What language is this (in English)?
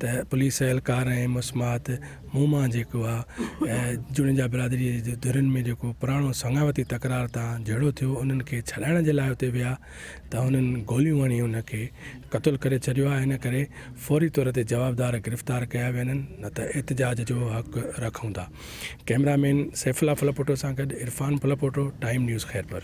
Sindhi